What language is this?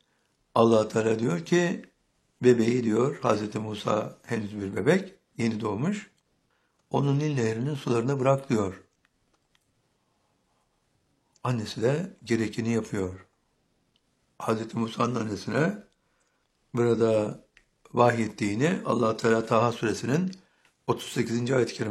Turkish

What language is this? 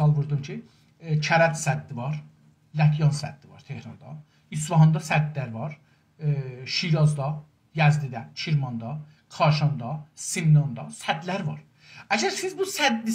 South Azerbaijani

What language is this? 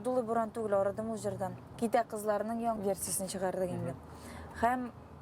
Bashkir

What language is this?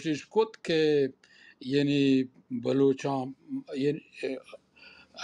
Baluchi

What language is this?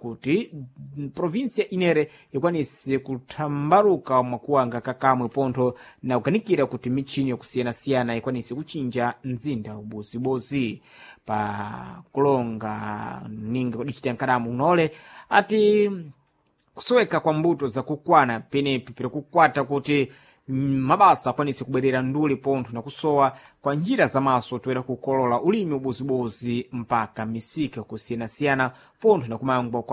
Sena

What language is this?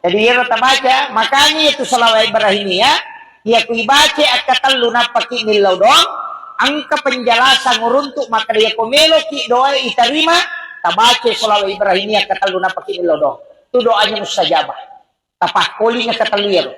Buginese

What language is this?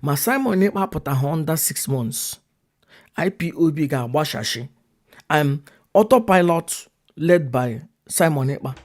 Igbo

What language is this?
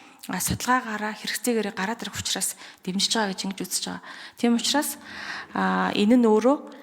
Mongolian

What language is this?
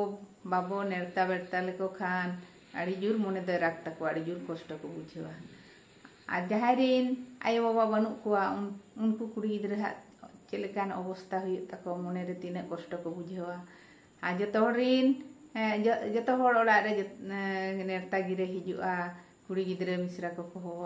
Santali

